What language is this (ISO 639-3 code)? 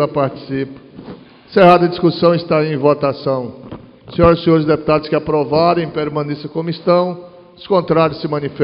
por